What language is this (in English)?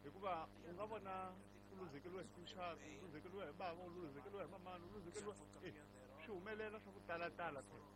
Tsonga